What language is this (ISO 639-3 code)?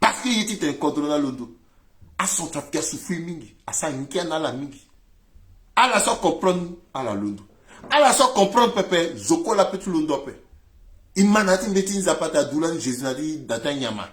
sag